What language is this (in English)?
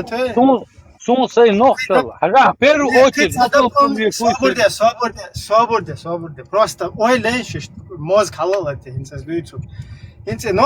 Chechen